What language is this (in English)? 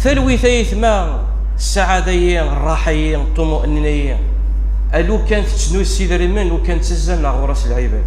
Kabyle